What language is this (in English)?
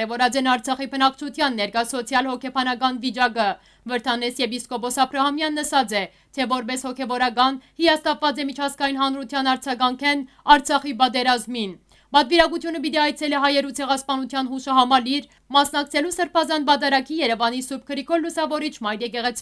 Western Armenian